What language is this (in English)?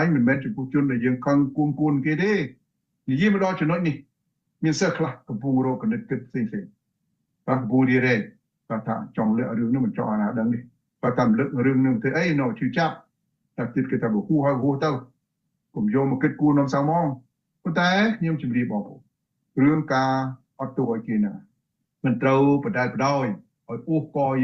Khmer